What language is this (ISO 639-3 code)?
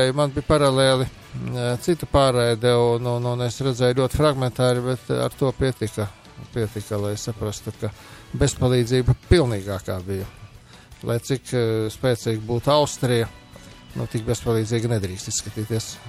lav